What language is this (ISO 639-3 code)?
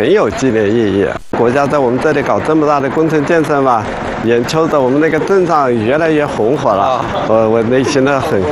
zho